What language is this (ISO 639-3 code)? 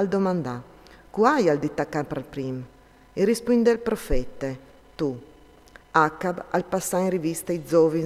fur